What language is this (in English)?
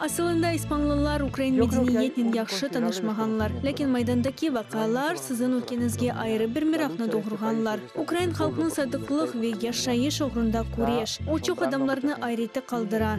Crimean Tatar